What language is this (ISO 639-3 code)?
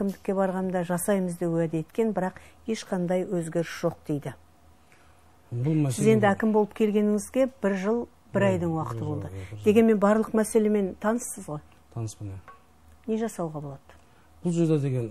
kaz